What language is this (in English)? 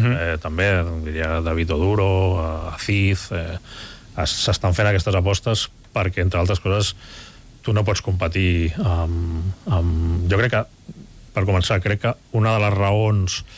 Catalan